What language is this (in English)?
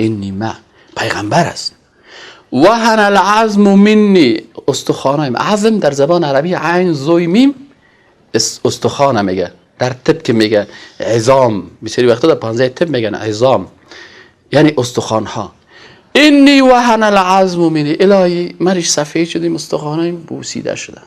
Persian